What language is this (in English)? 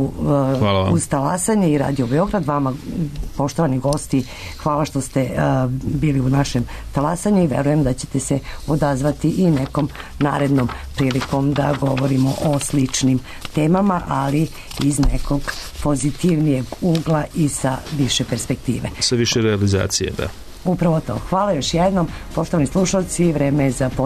Serbian